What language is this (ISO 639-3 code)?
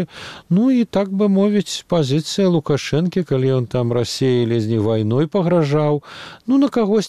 bel